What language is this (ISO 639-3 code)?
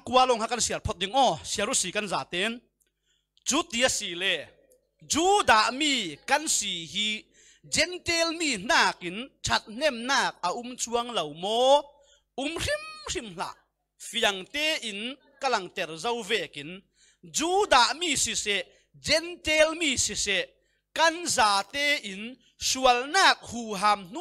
cfm